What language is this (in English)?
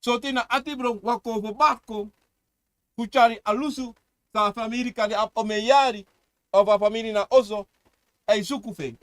Sranan Tongo